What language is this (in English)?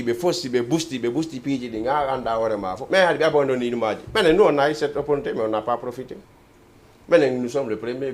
Fula